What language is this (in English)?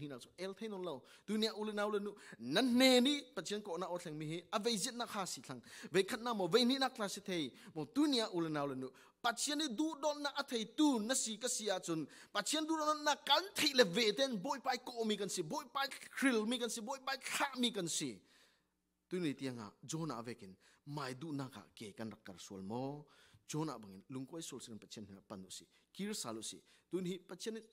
Falam Chin